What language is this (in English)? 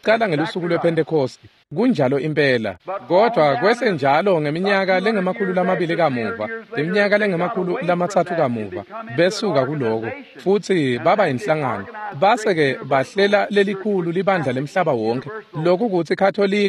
Swati